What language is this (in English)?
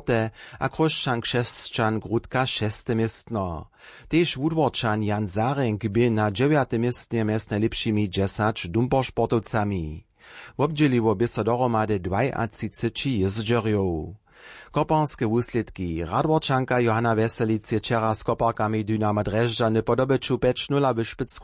Upper Sorbian